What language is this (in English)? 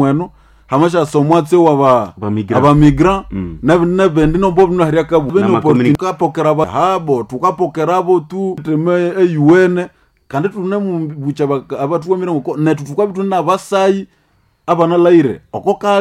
Nande